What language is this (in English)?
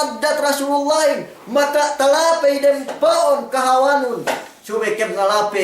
Yakan